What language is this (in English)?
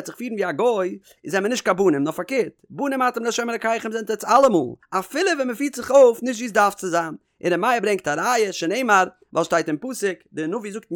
Yiddish